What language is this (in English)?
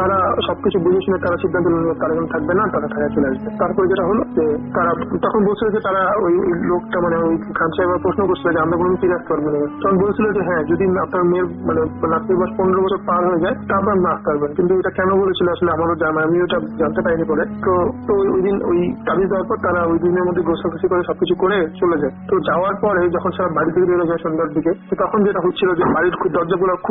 Bangla